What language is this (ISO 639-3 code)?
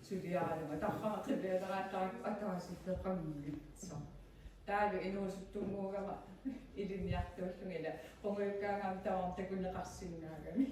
kal